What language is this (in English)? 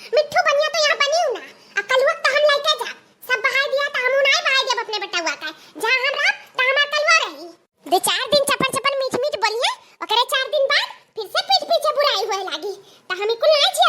Awadhi